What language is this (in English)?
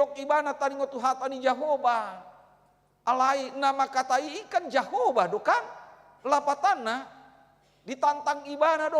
Batak Toba